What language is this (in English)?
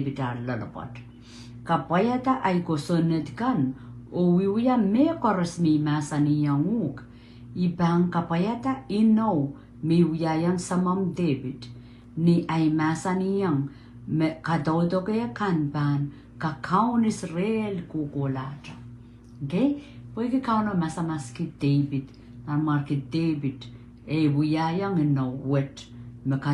Pohnpeian